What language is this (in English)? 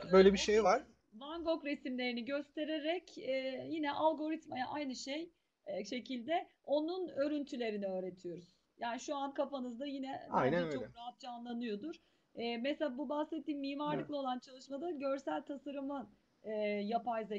Turkish